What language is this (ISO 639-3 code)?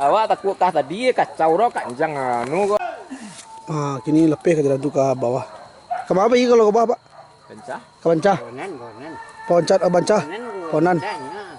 min